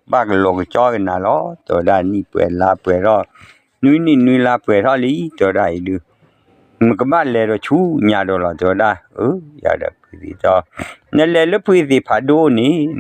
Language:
S'gaw Karen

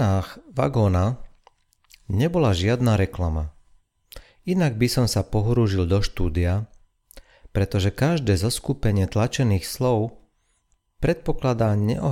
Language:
Slovak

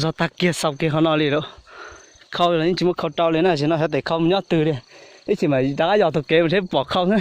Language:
Hmong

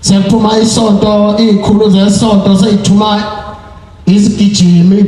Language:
Zulu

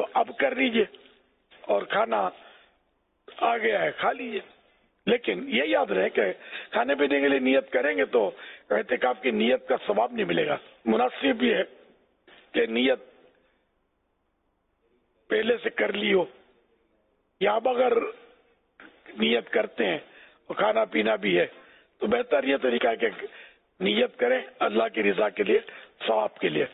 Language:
Urdu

